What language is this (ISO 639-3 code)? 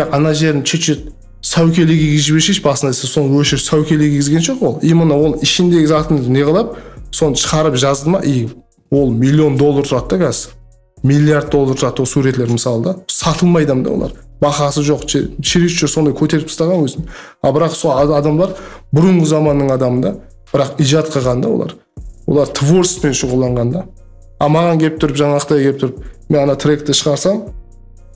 kaa